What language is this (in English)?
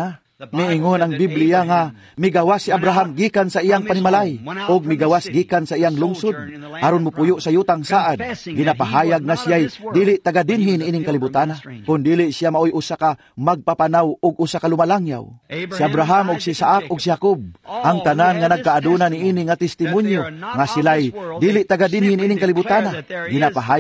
Cebuano